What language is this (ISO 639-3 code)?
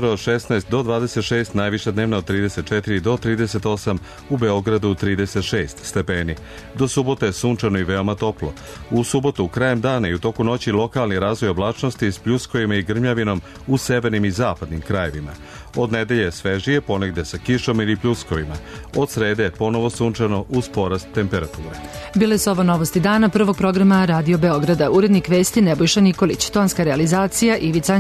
srp